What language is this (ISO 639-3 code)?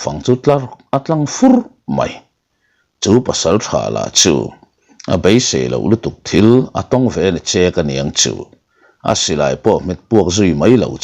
lus